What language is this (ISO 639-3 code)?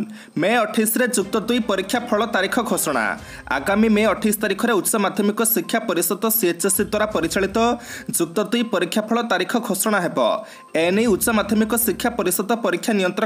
ori